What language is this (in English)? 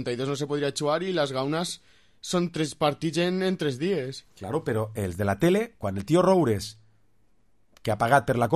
Catalan